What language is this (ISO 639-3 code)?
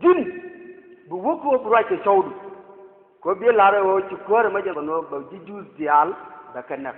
nus